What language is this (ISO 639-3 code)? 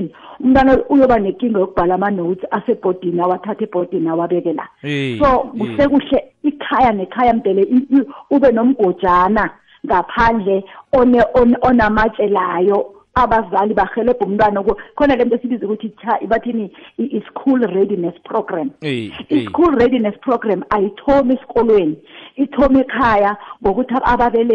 nbl